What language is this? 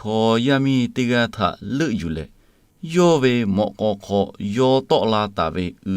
Lahu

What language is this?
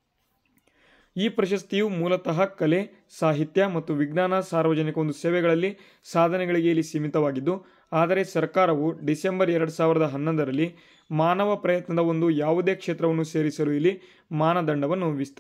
Kannada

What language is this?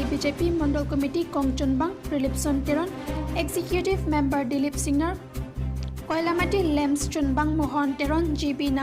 Karbi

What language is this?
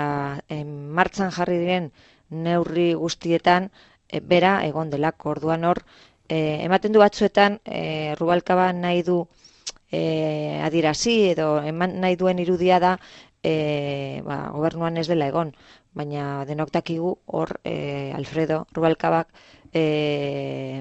Basque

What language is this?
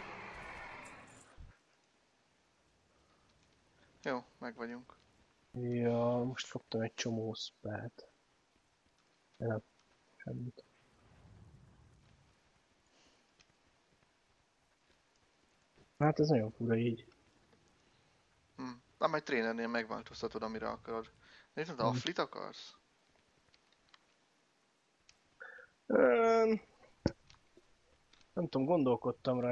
Hungarian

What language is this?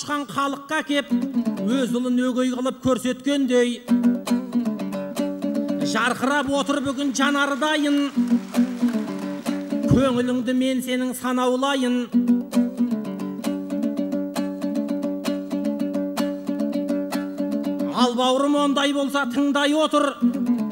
Kazakh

